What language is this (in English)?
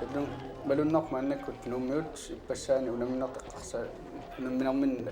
Kalaallisut